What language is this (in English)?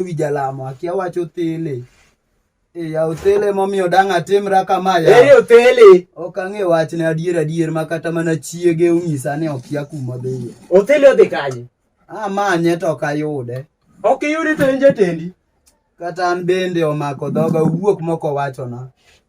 Luo (Kenya and Tanzania)